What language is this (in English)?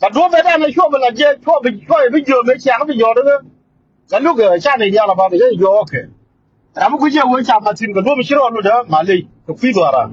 Nuer